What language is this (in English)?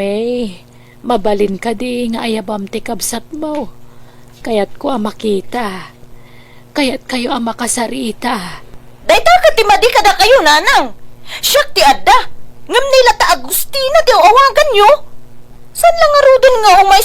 Iloko